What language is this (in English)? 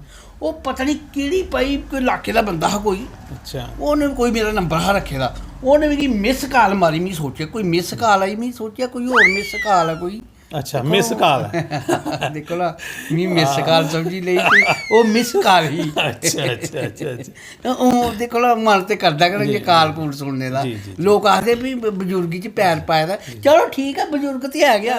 Dogri